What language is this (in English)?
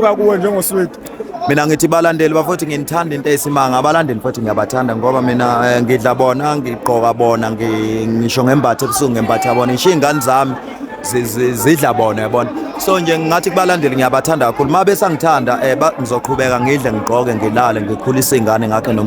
Zulu